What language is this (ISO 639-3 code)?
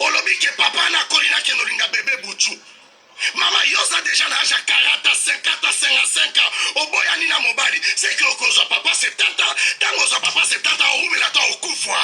lin